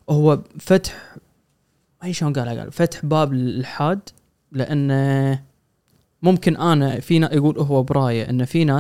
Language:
Gulf Arabic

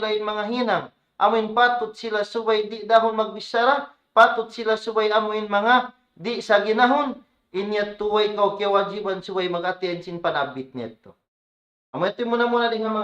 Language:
Tausug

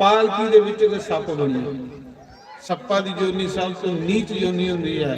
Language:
Dogri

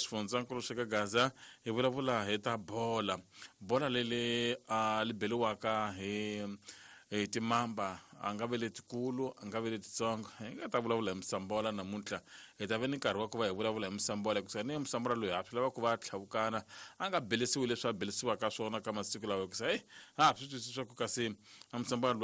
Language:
Tsonga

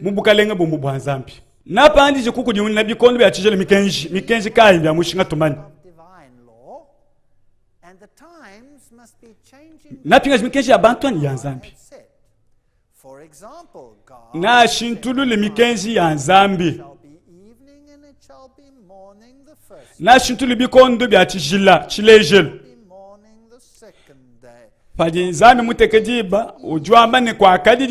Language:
Luba-Lulua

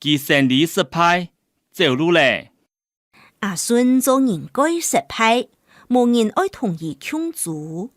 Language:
Hakka Chinese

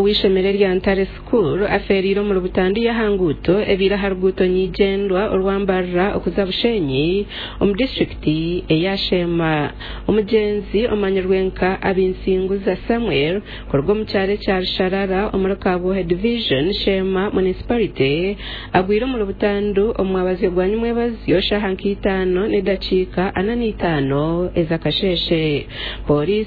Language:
Nyankole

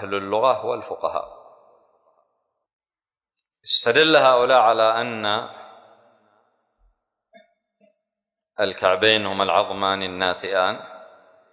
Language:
Arabic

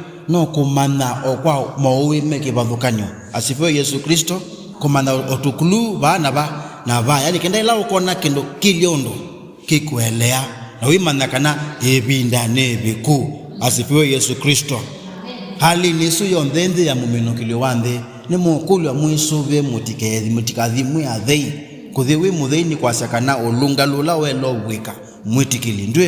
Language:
Kamba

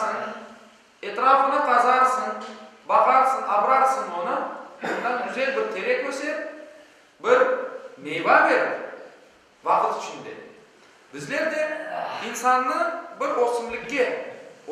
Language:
Crimean Tatar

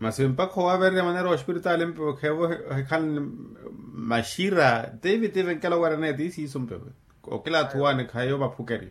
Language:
Makhuwa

